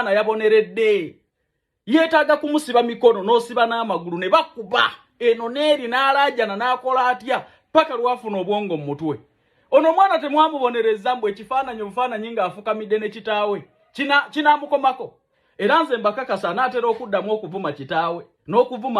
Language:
Ganda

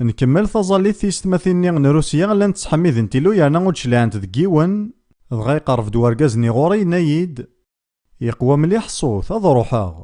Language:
Kabyle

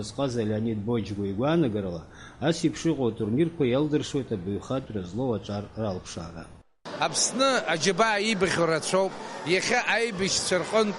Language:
Abkhazian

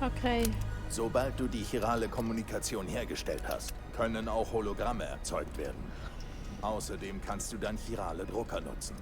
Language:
Swiss German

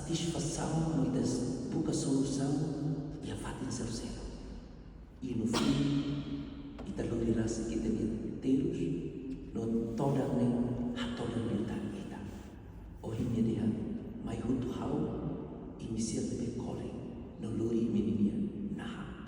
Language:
Tetum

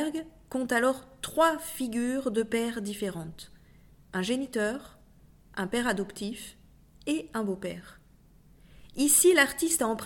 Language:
French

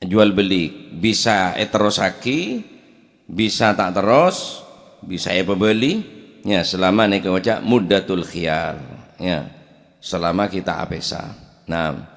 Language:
Madurese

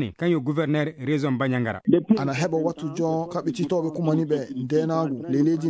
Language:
Fula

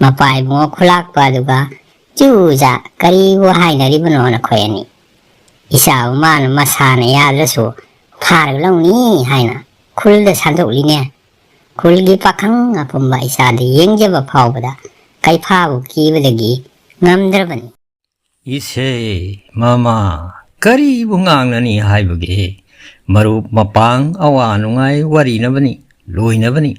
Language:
Manipuri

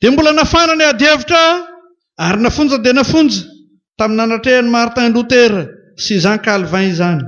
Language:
Malagasy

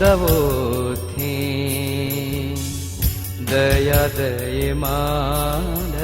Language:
Newari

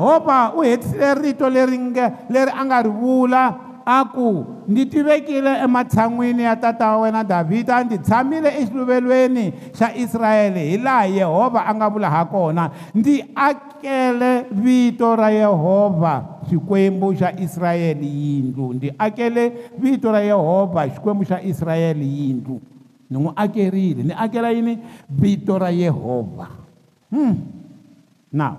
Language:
Tsonga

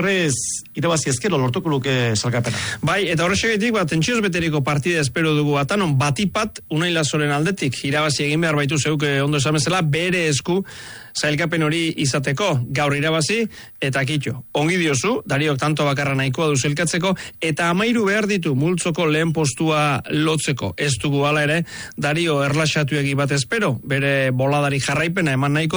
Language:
Basque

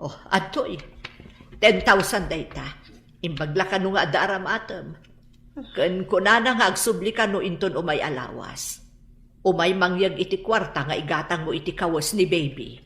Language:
Iloko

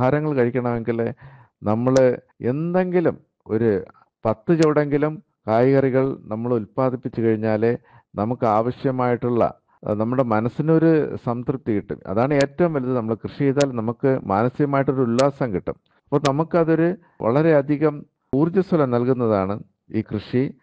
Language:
Malayalam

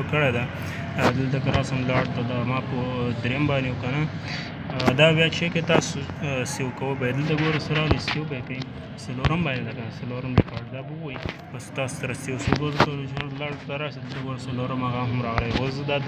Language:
Pashto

